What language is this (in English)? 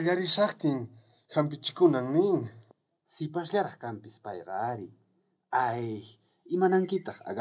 South Bolivian Quechua